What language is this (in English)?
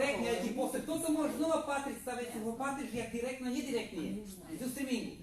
Rusyn